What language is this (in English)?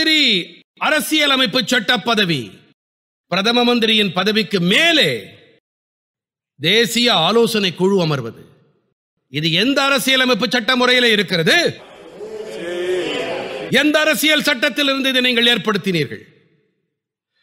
Tamil